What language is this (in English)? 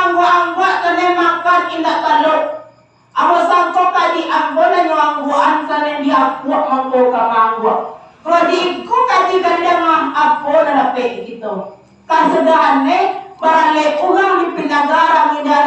Minangkabau